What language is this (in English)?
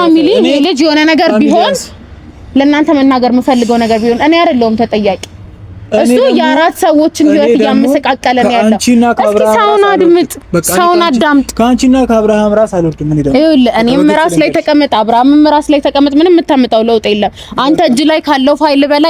Amharic